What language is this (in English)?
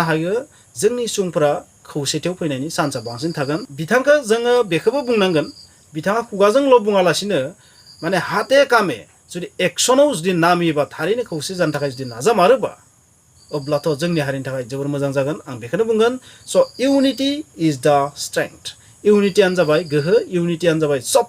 Bodo